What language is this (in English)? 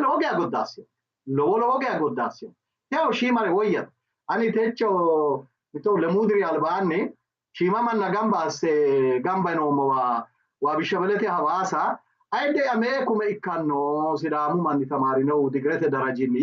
Sidamo